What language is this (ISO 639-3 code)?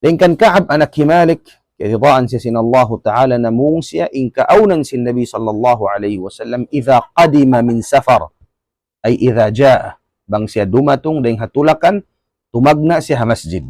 tsg